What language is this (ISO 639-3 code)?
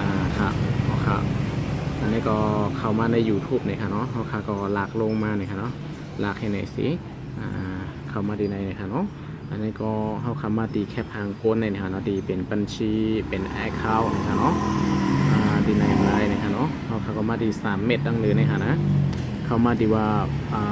shn